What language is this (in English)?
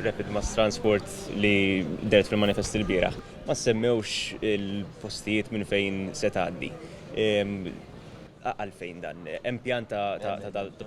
Maltese